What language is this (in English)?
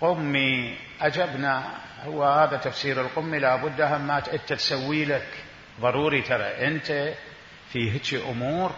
Mesopotamian Arabic